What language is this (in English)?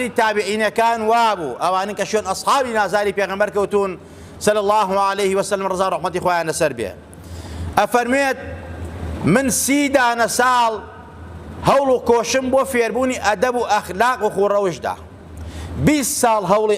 Central Kurdish